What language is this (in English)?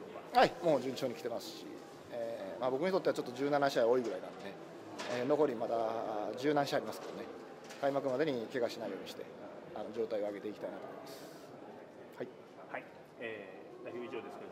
Japanese